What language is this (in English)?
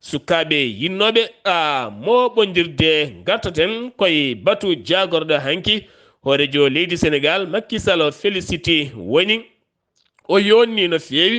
Fula